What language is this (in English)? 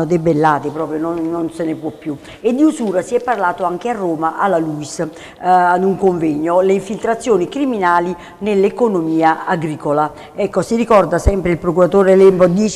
Italian